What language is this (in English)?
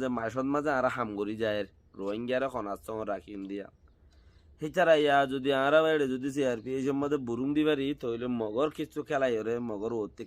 Rohingya